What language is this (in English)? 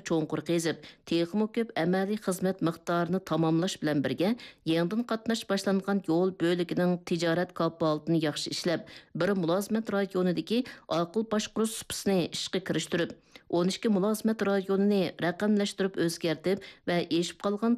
Uyghur